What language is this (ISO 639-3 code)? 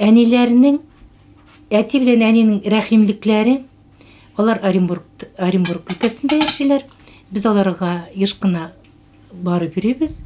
bak